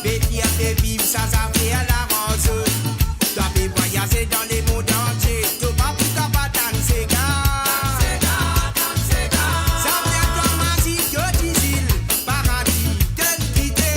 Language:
Morisyen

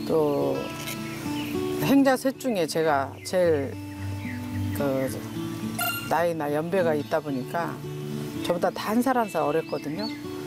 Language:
Korean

